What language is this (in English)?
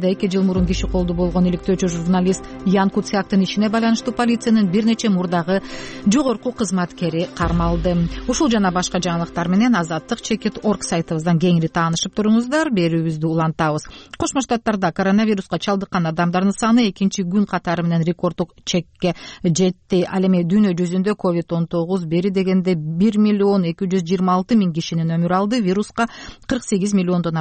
Kyrgyz